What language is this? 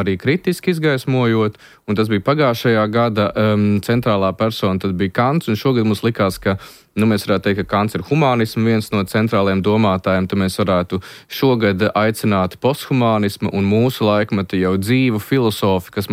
Latvian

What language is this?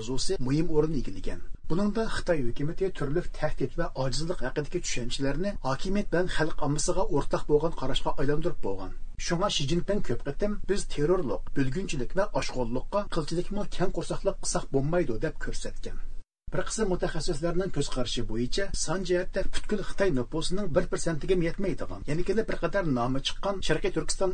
Uyghur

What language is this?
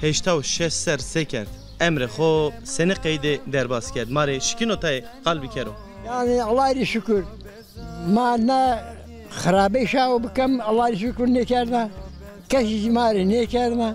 Zaza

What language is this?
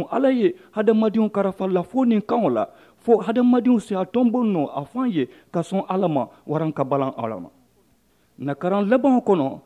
Mandingo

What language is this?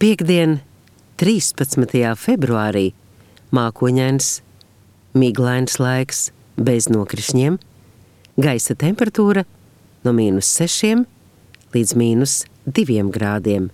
Latvian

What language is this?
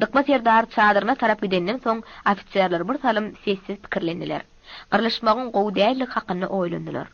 Turkmen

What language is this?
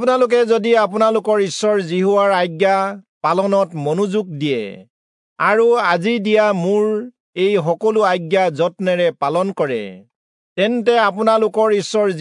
Assamese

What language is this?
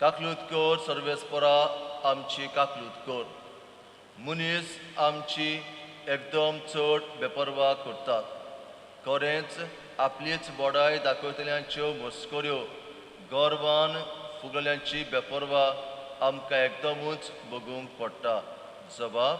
Konkani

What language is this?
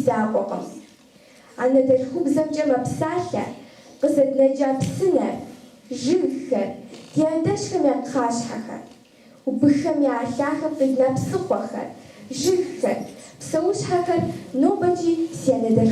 Kabardian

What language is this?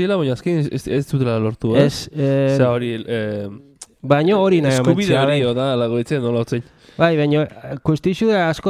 Basque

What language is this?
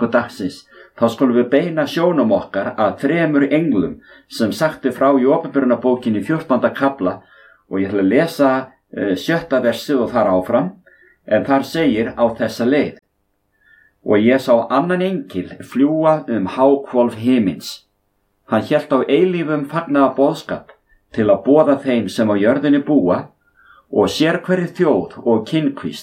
Icelandic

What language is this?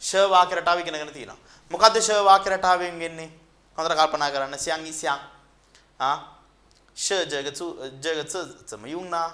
Sinhala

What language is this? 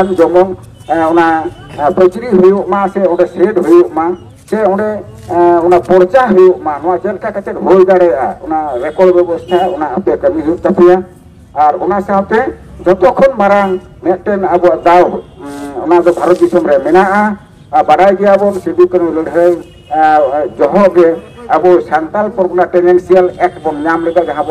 Santali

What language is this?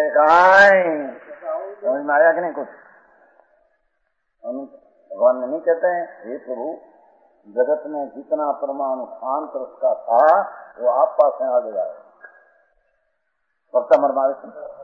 Gujarati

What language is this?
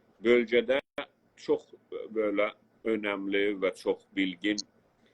South Azerbaijani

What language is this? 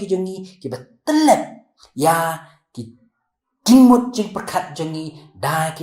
Khasi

